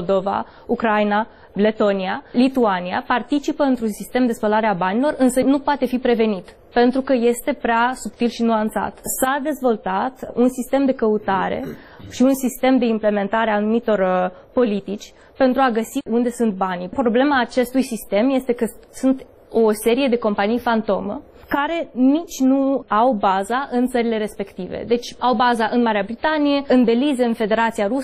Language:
Romanian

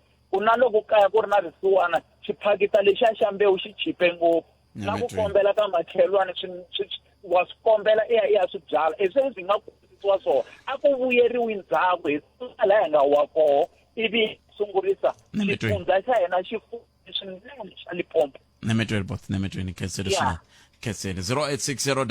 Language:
Tsonga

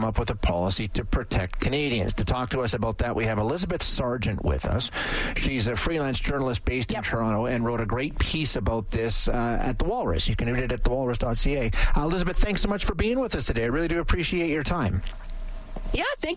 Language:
English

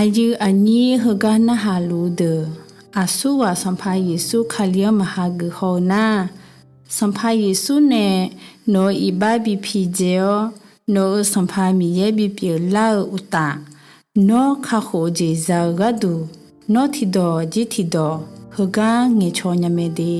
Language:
Akha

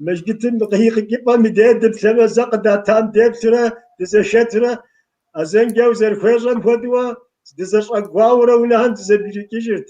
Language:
Kabardian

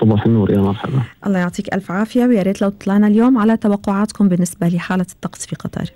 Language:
Gulf Arabic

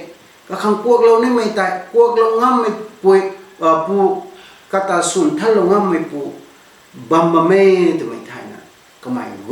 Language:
Rongmei Naga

